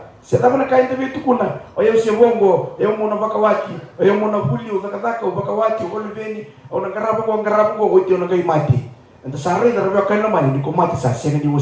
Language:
Fijian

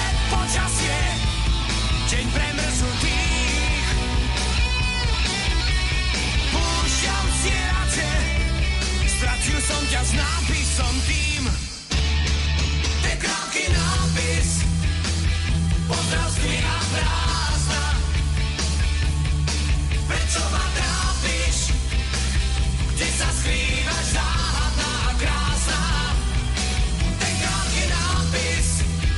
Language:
Slovak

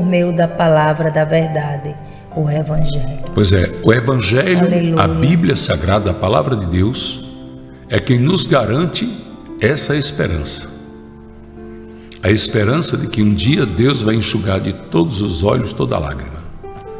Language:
Portuguese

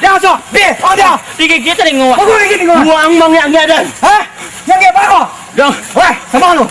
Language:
Minangkabau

